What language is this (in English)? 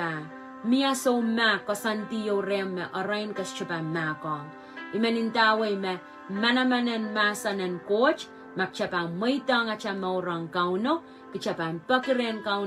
Pohnpeian